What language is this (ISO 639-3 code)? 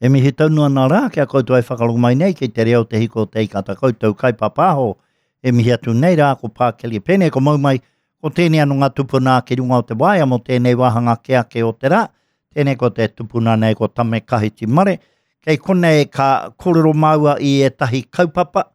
mri